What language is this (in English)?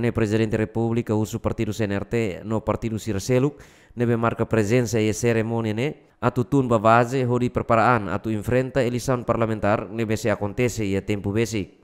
Tetum